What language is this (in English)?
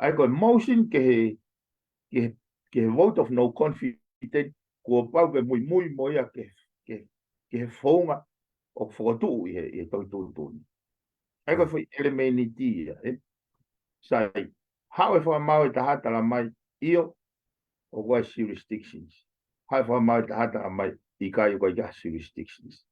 Tongan